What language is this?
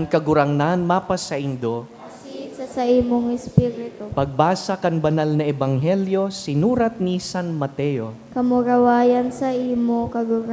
Bikol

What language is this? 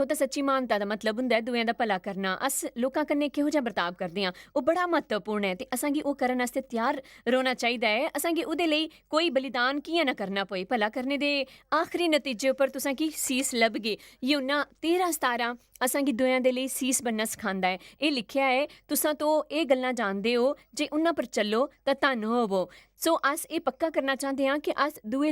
Dogri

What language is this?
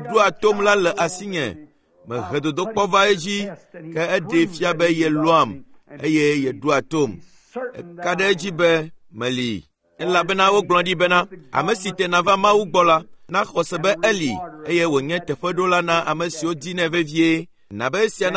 Ewe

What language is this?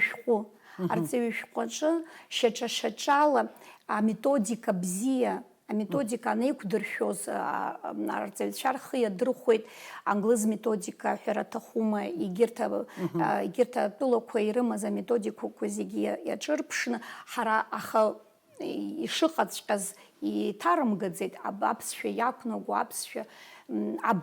Abkhazian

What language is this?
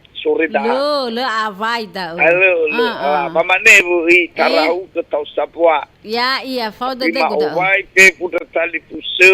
Nias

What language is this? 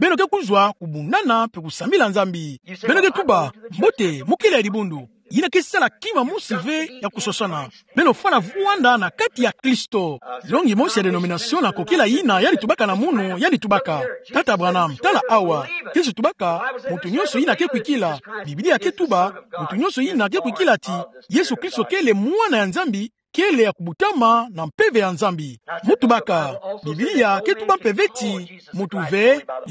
Kituba (Democratic Republic of Congo)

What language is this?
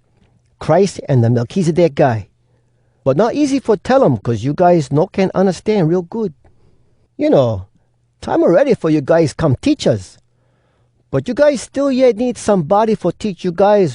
Hawai'i Creole English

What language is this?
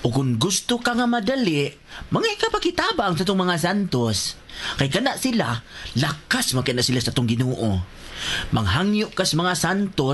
Cebuano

